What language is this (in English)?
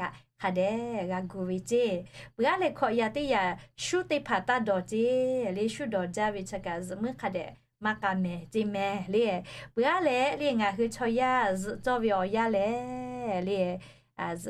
Lahu